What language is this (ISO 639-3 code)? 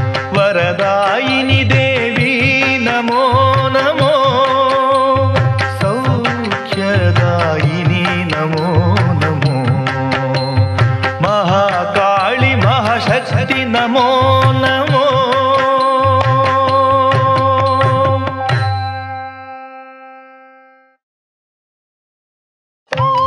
kan